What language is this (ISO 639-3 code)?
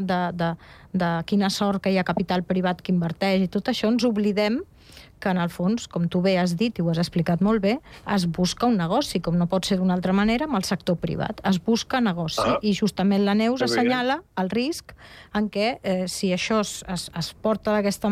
cat